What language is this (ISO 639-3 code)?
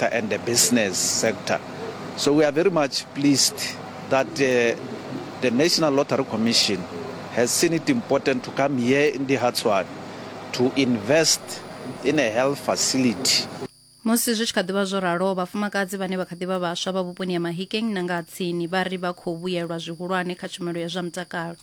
ven